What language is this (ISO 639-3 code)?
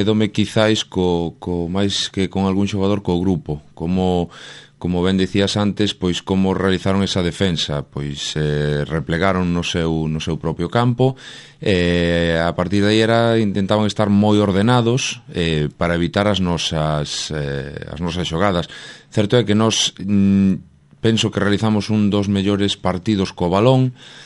glg